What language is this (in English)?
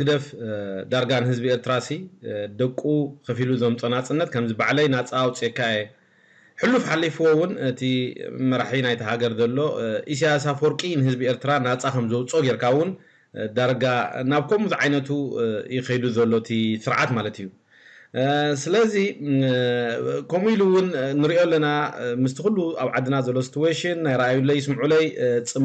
Tigrinya